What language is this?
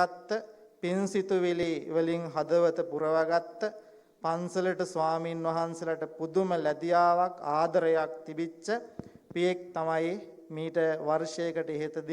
Sinhala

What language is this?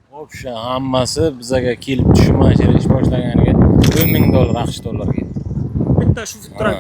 Uzbek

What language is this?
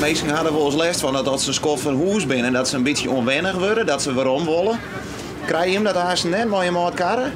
Western Frisian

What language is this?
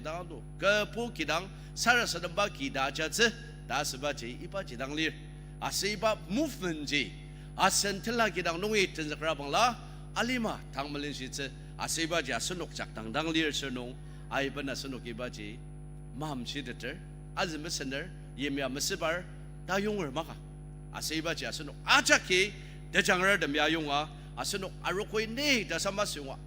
Ao Naga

